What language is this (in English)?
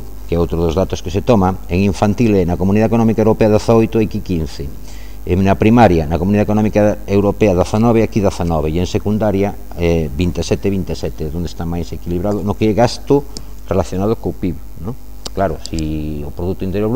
Galician